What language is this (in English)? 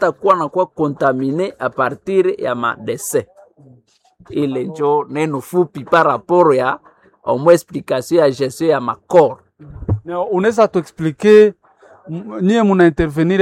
Swahili